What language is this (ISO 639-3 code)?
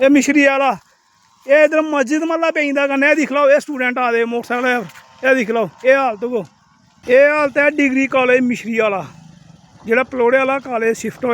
doi